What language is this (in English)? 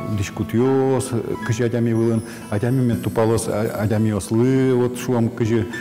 Udmurt